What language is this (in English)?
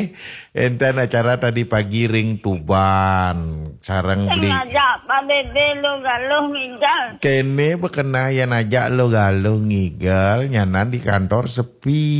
Balinese